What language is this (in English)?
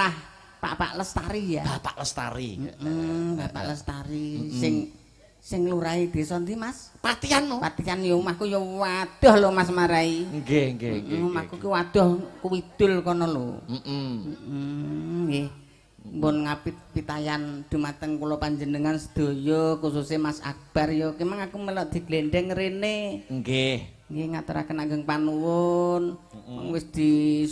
Javanese